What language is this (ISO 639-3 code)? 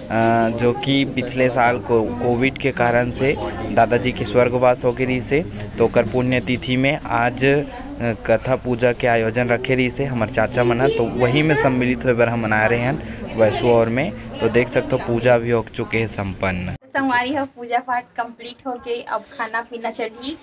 hne